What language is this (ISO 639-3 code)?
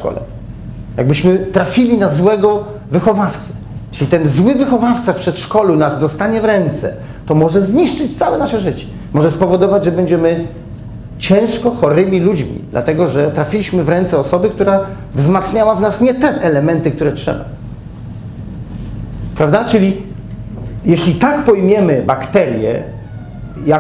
pol